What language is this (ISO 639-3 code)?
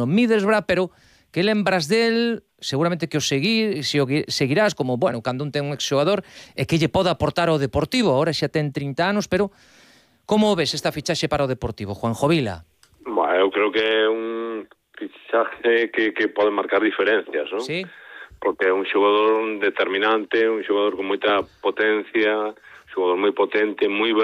glg